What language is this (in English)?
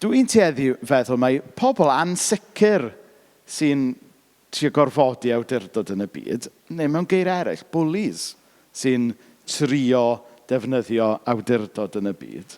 Welsh